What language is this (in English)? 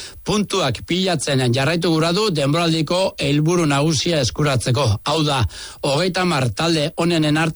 Basque